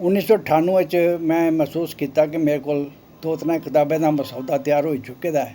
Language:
Dogri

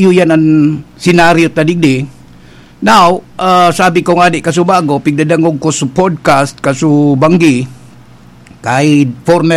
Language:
Bikol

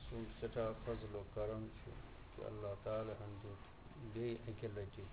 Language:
Kashmiri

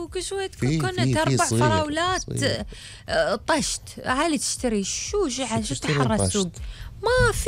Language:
Gulf Arabic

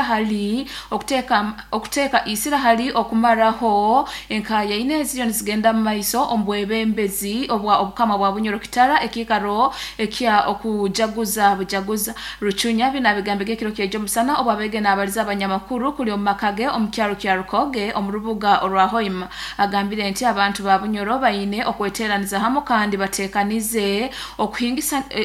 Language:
Nyoro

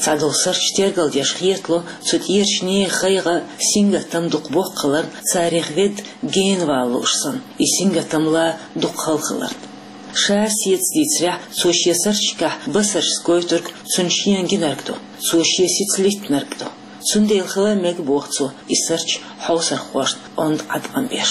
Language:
Chechen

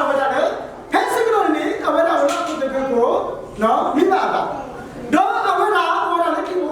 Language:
S'gaw Karen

